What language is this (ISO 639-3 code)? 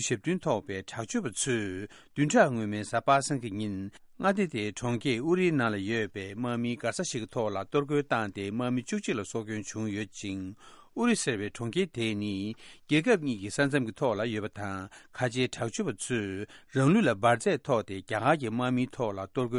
bod